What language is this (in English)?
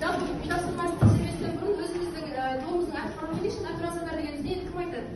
Kazakh